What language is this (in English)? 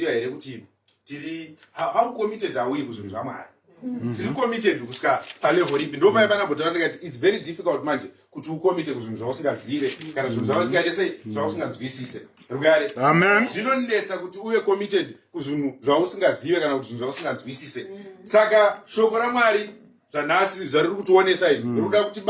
Shona